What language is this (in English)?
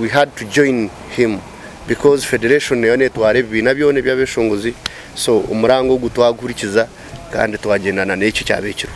Nyankole